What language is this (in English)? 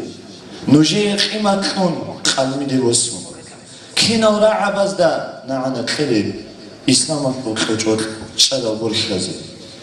Avaric